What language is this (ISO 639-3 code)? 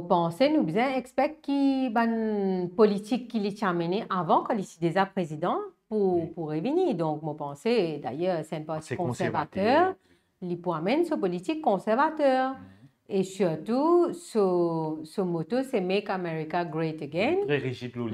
mfe